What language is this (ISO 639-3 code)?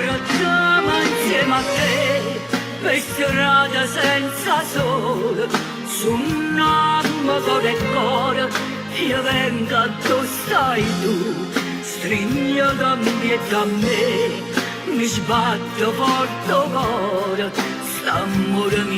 nap